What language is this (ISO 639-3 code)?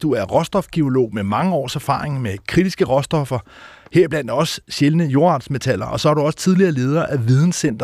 dan